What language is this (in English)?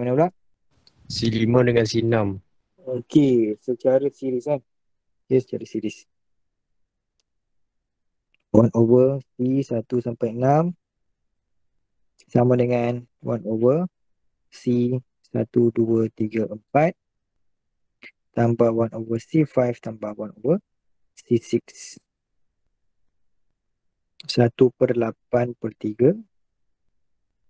Malay